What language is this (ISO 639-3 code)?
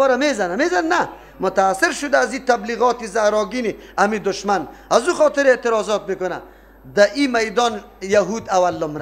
fas